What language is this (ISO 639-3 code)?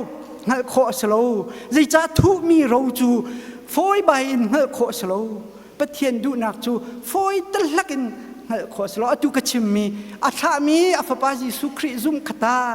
cnh